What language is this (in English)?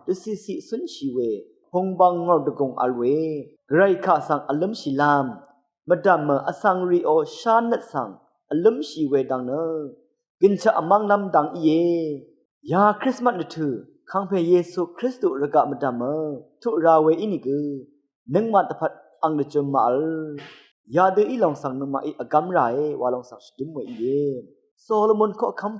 Rawang